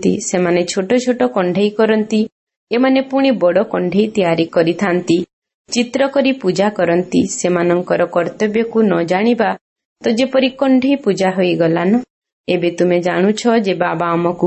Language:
Odia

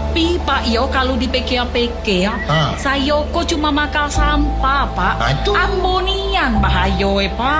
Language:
Indonesian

